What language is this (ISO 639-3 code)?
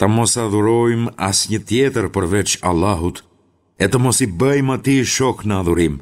sqi